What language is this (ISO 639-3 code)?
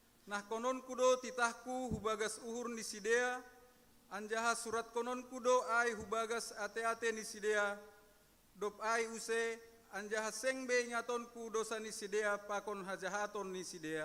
bts